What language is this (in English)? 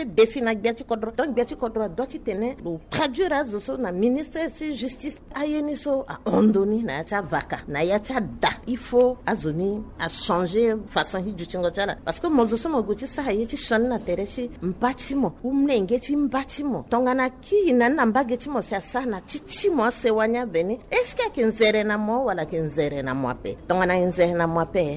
Sango